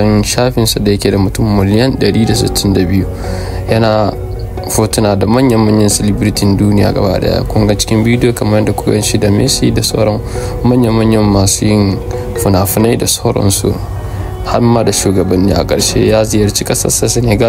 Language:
Hausa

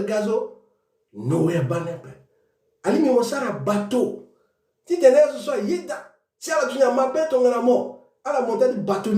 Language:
Sango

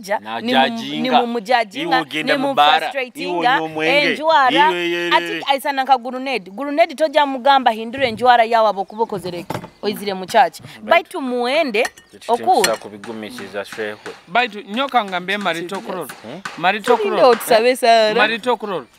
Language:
Nyoro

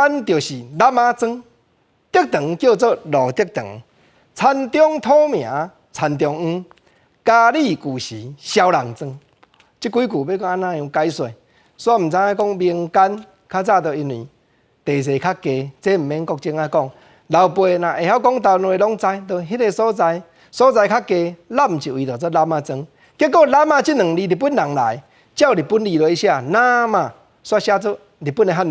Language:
Min Nan Chinese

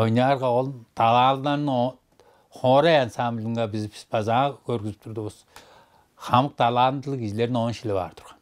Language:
Tuvinian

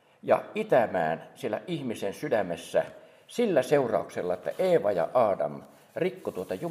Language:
Finnish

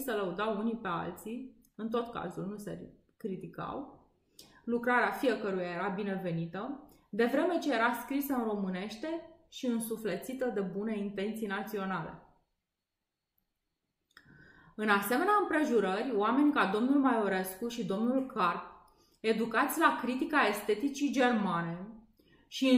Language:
Romanian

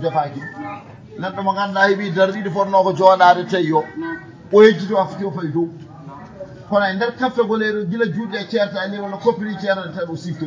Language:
Fula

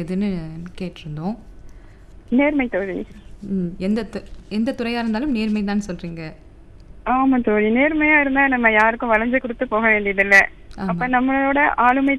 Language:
Tamil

